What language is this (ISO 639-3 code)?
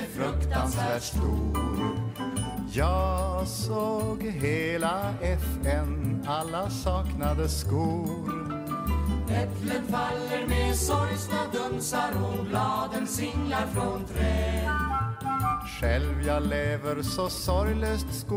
swe